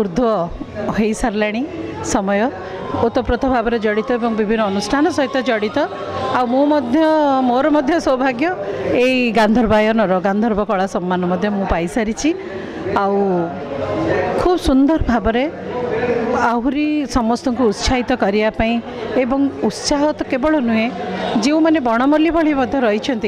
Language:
Odia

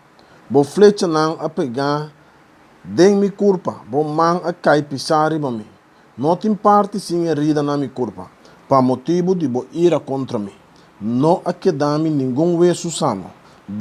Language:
Papiamento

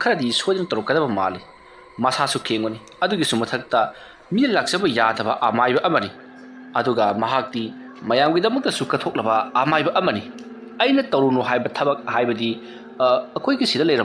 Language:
Manipuri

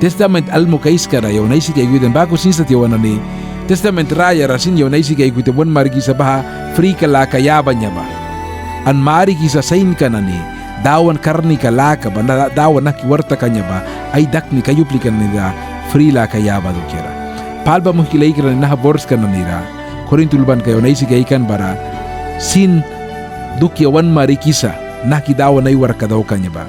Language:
Mískito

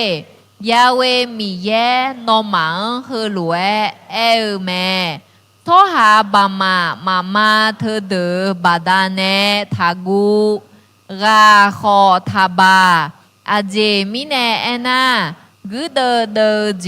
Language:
Akha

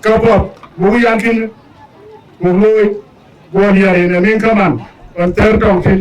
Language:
Dinka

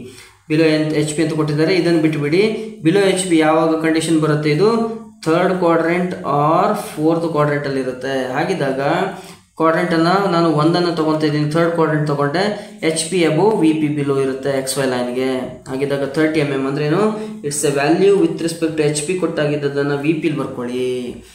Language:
Kannada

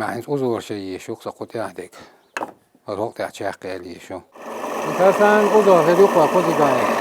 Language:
Chechen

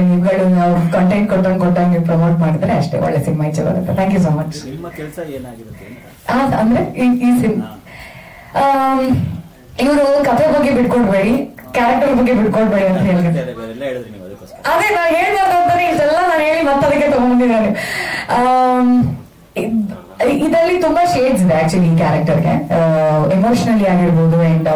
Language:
Kannada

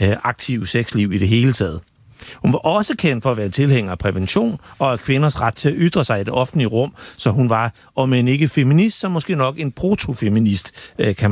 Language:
Danish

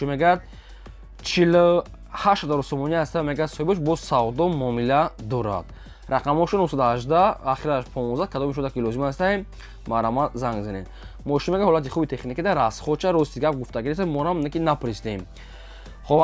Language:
Tajik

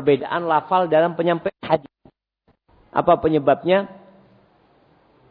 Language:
Indonesian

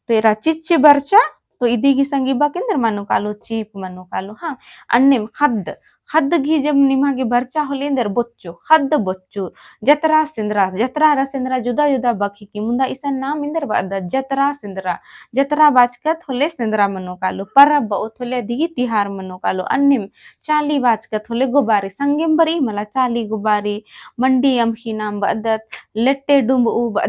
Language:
Kurukh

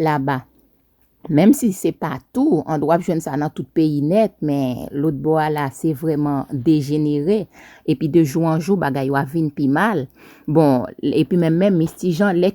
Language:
Haitian Creole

